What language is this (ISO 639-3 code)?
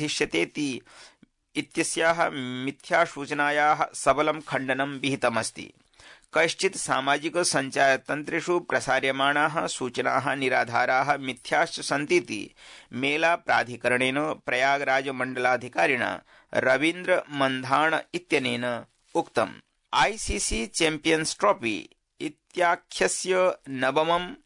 san